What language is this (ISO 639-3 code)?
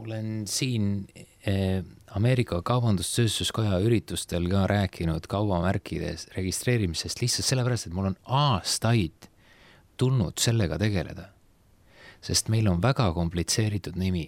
est